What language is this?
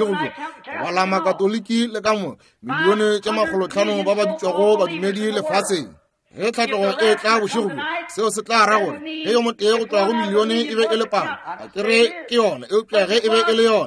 Northern Sotho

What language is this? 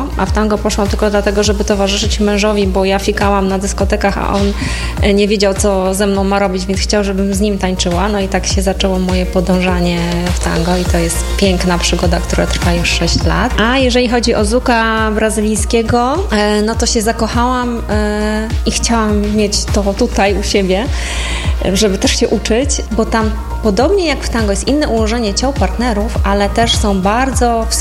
Polish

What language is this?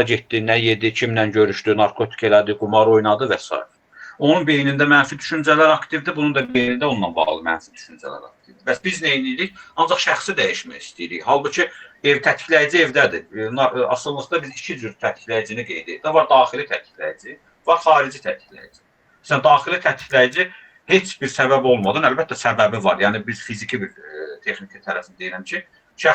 Azerbaijani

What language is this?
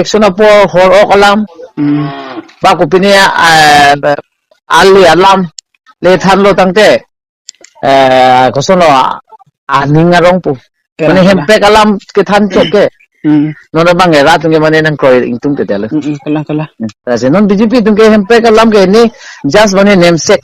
Karbi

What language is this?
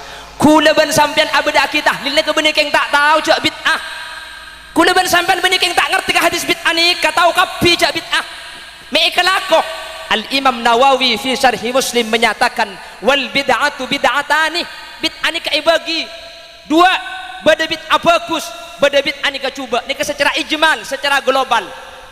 Madurese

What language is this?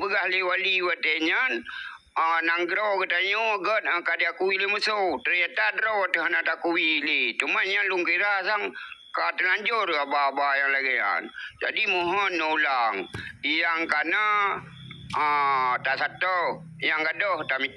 Achinese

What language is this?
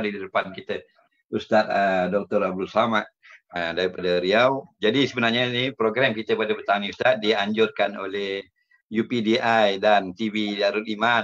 Malay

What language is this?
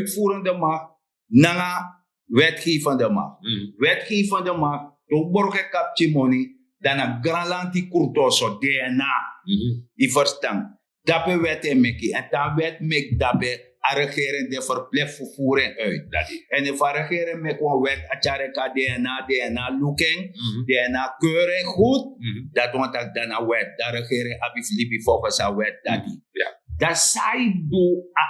Sranan Tongo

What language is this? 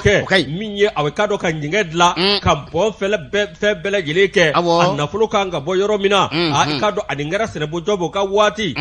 Bambara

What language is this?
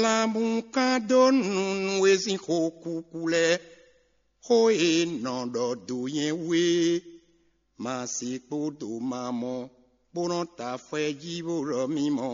Fon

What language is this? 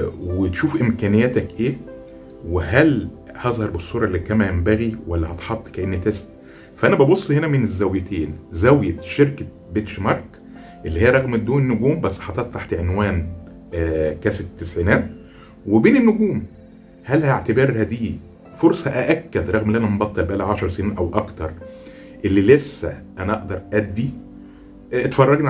Egyptian Arabic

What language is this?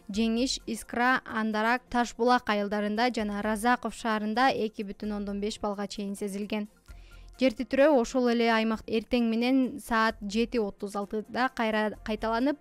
Kyrgyz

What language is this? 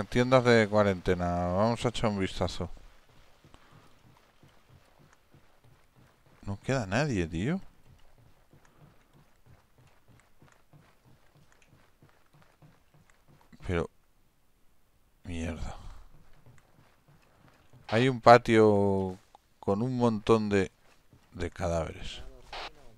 Spanish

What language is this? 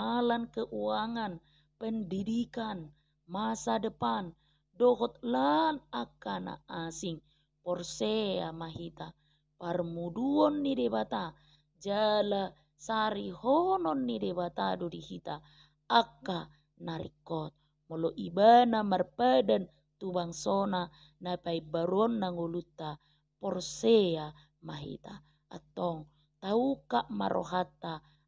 Batak Toba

